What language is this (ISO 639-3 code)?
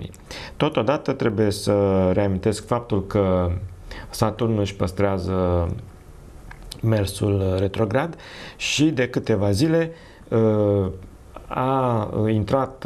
ron